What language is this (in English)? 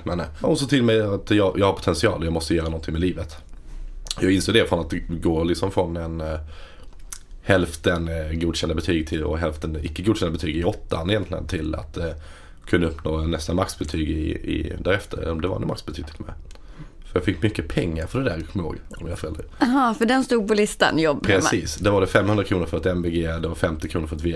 Swedish